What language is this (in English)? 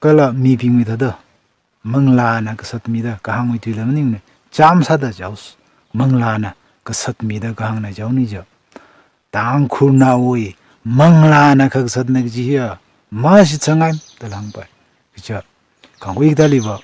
Tangkhul Naga (India)